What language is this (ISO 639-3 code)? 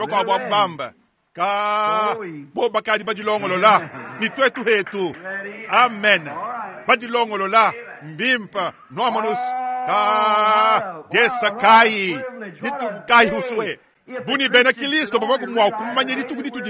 lua